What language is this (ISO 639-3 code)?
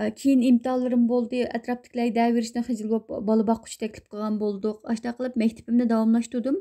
uig